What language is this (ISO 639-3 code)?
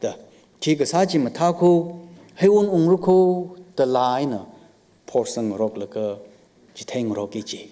nmf